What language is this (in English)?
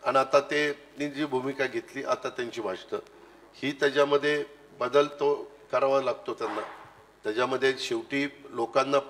Marathi